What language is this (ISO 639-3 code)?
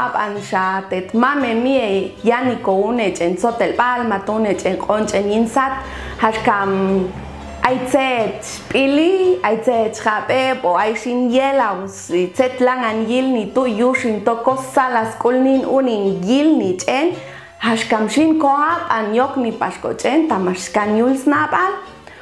jac